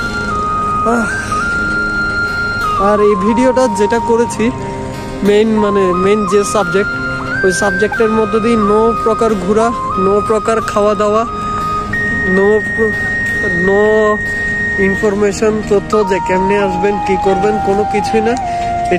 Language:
Bangla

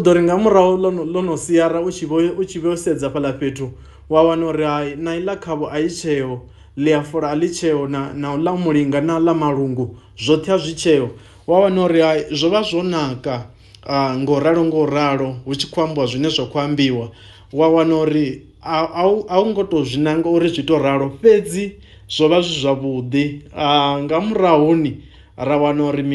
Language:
Venda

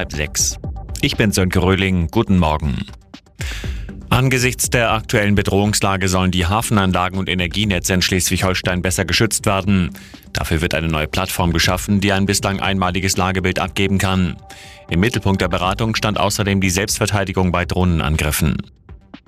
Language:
German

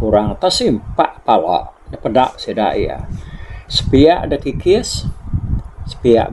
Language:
Iban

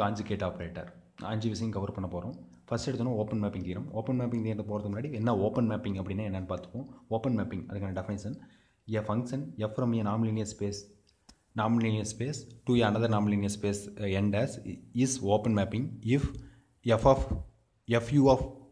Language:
Tamil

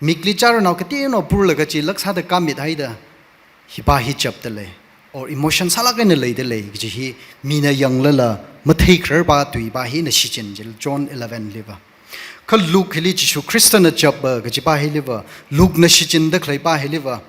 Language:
Tangkhul Naga (India)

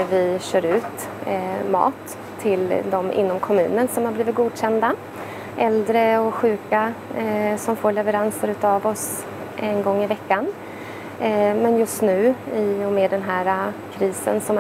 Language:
Swedish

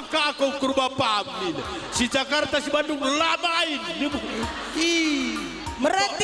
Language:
Batak Karo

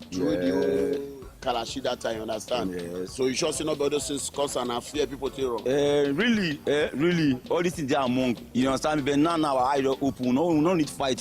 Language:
Nigerian Pidgin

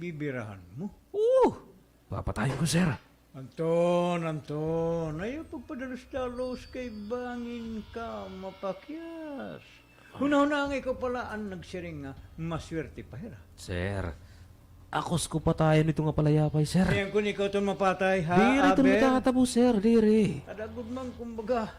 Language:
Waray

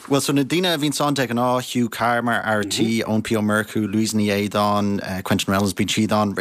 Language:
Irish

